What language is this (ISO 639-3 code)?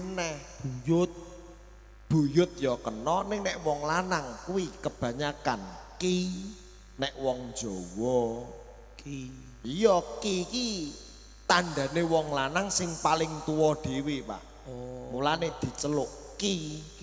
jav